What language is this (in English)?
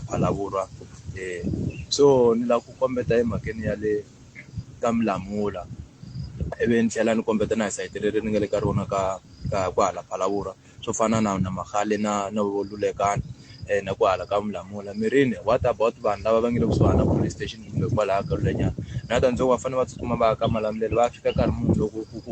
Tsonga